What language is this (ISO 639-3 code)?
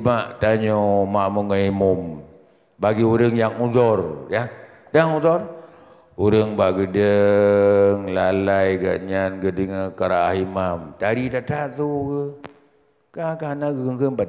ace